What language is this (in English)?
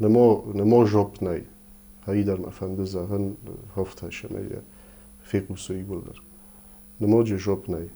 Ossetic